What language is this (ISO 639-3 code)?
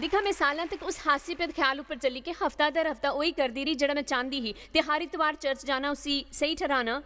doi